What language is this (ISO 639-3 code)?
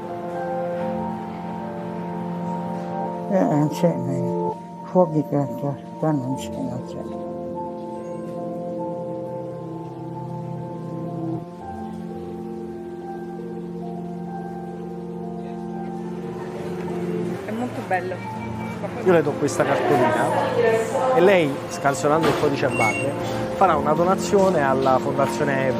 ita